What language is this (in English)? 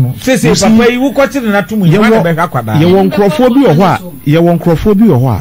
Akan